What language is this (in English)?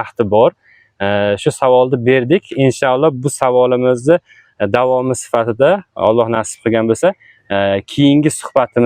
Uzbek